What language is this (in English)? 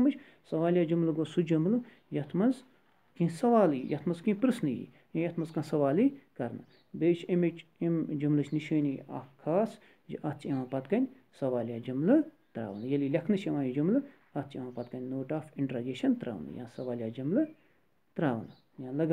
Kashmiri